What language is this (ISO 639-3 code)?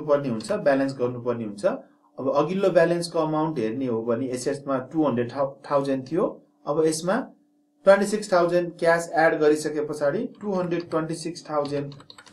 nep